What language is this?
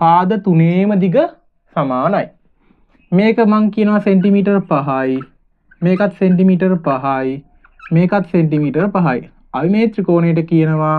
Sinhala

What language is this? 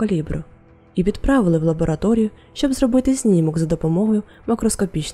Ukrainian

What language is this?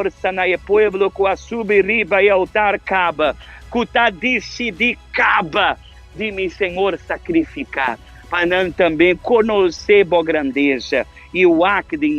Papiamento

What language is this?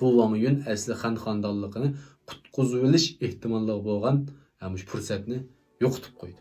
Uyghur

